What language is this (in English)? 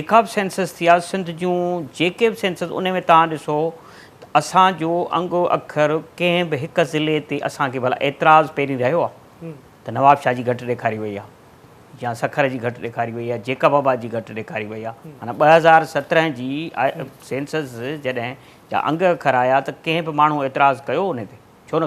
Sindhi